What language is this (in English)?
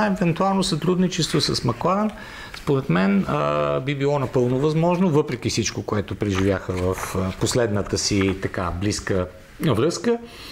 Bulgarian